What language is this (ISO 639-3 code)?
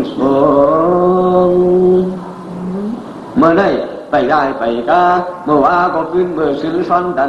tha